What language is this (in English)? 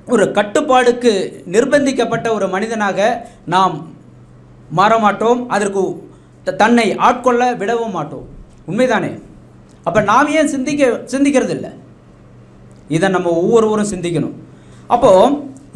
Tamil